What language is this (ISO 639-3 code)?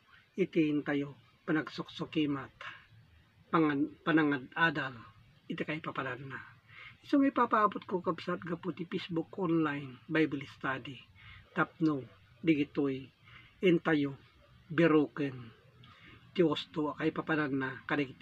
ilo